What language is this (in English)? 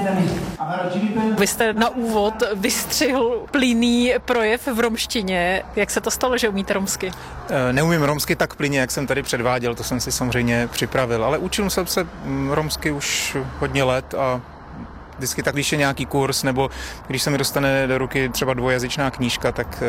Czech